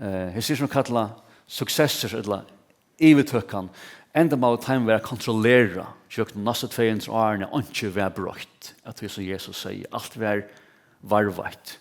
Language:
Faroese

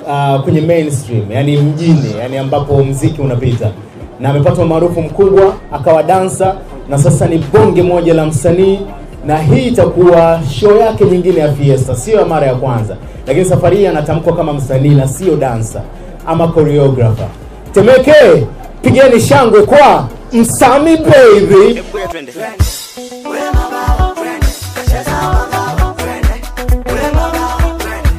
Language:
Swahili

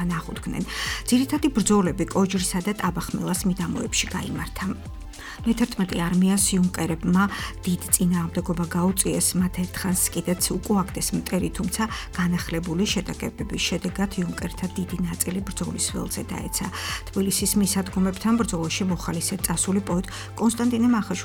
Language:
Georgian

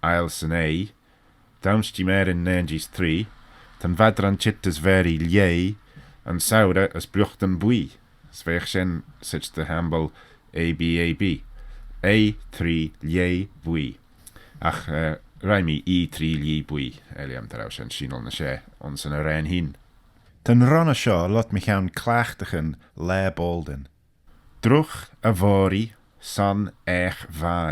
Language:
Manx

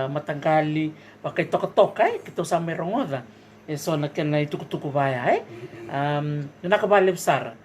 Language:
Fijian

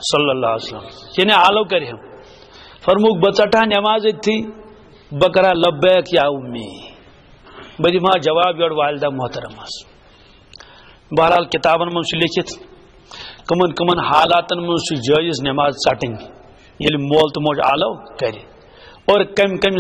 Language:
Kashmiri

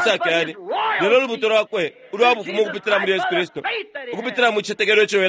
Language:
Bemba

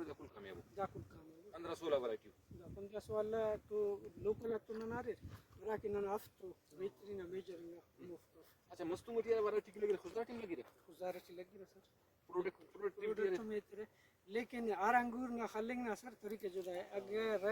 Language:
Brahui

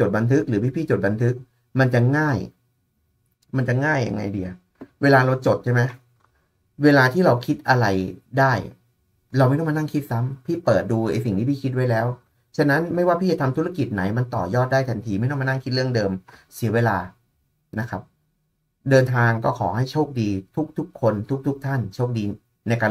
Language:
Thai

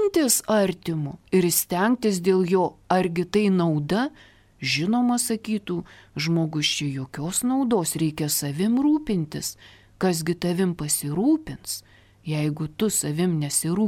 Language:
Lithuanian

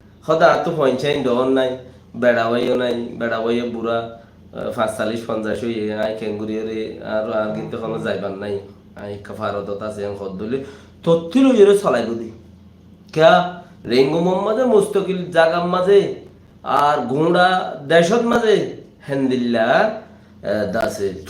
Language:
Rohingya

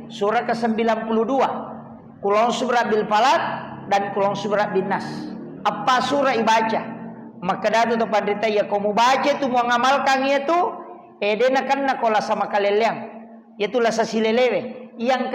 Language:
Buginese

